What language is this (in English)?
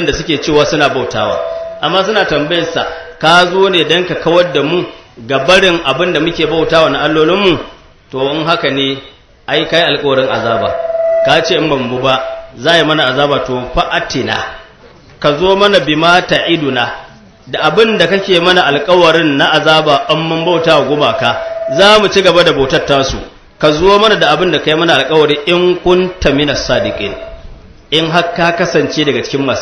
Hausa